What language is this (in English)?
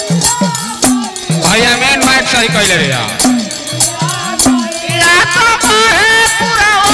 Bhojpuri